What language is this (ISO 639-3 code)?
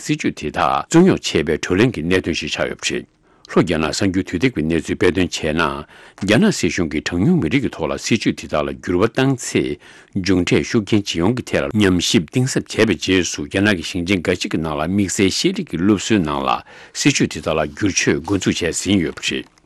bod